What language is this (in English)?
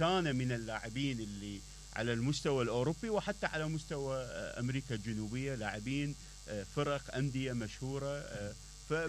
Mesopotamian Arabic